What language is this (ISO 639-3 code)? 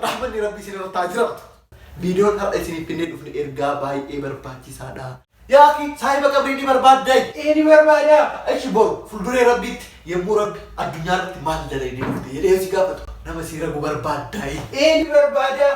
orm